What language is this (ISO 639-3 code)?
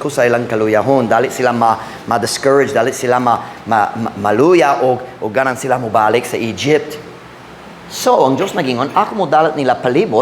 ceb